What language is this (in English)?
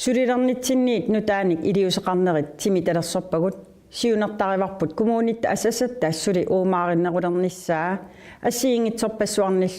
Kalaallisut